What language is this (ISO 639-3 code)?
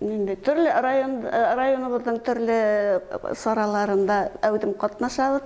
bak